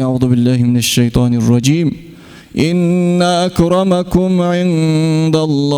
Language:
Kumyk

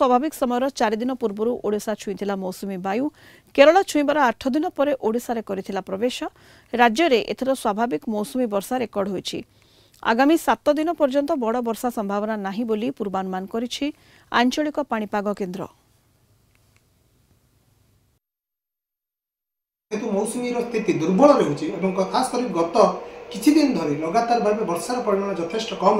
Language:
Odia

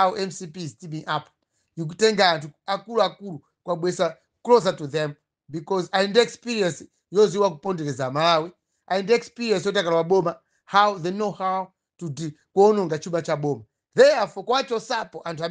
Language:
Nyanja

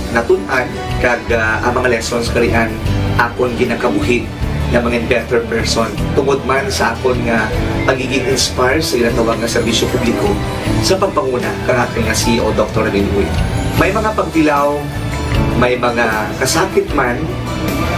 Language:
Hiligaynon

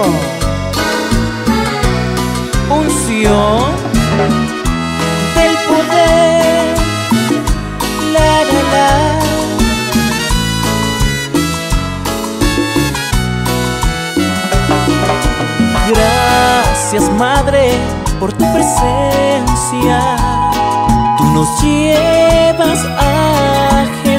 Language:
Spanish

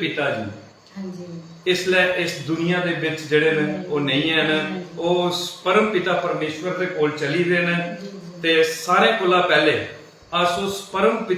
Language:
Dogri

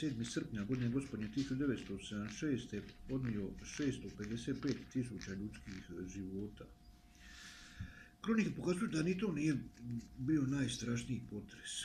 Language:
Croatian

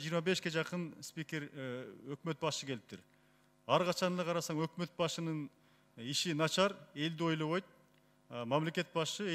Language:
Kyrgyz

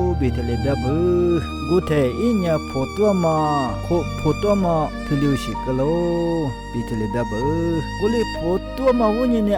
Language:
Lisu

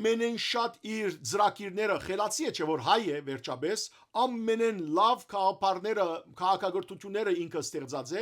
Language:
Western Armenian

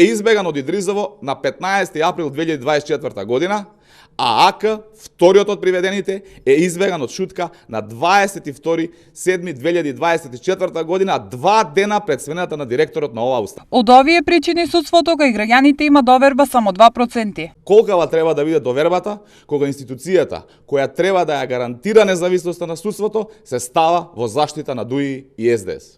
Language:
Macedonian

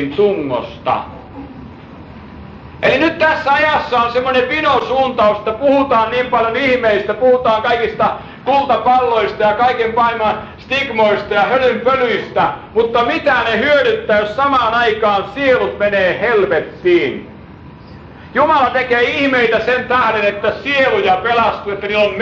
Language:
Finnish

